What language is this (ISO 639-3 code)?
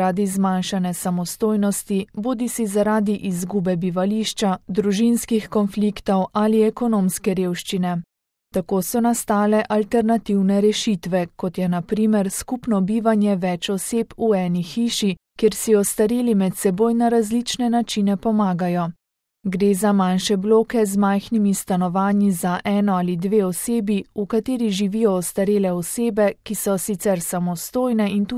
slv